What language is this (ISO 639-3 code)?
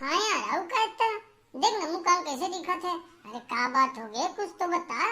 hne